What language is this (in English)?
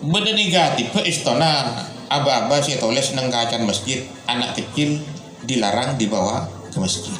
Madurese